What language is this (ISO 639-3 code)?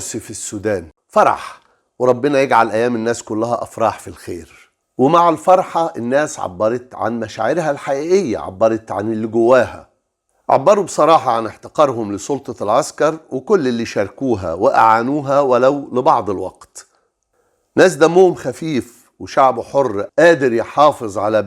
arz